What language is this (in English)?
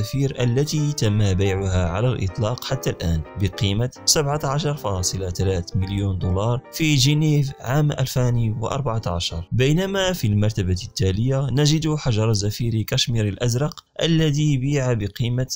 Arabic